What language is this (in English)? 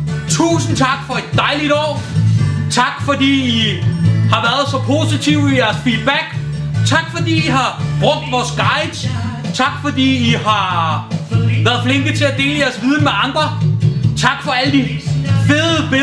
Danish